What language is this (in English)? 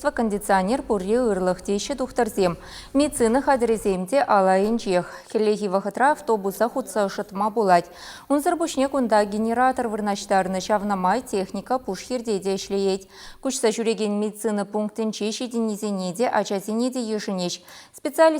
Chuvash